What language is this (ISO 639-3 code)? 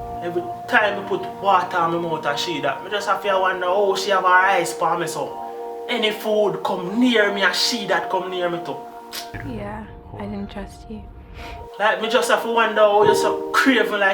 jam